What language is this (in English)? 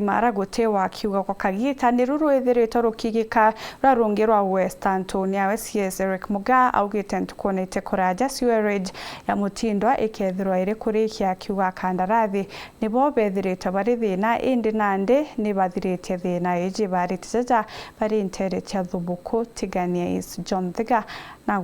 Meru